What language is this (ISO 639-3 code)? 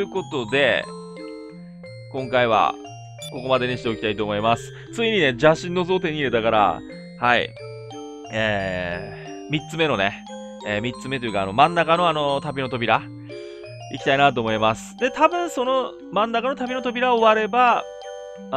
jpn